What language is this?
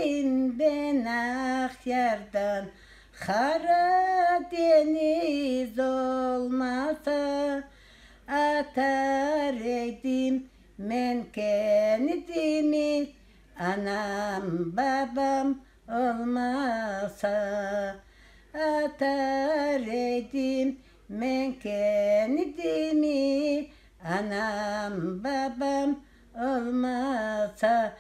Crimean Tatar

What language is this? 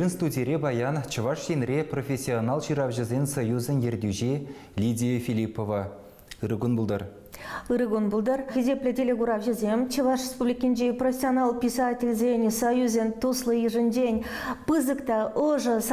Chuvash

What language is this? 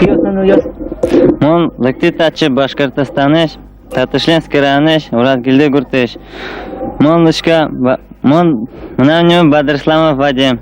Udmurt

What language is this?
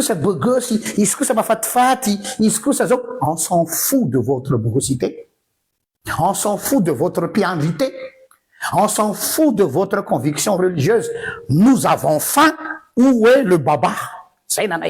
Malagasy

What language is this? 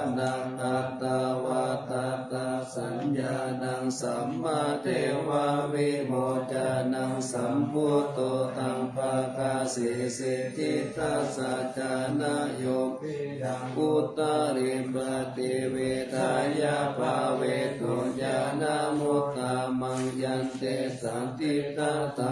Pali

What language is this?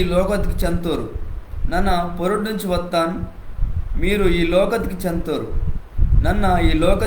Koya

